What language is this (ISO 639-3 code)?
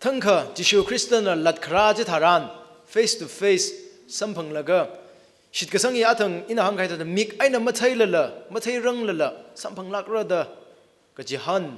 nmf